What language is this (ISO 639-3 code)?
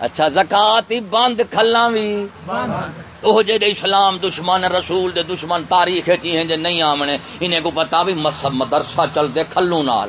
skr